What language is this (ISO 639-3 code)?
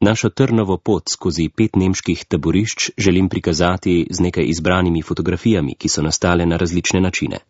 slv